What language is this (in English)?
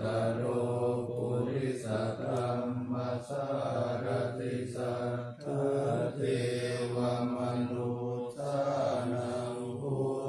Pali